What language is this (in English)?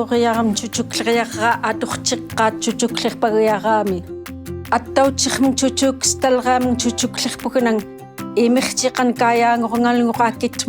Central Yupik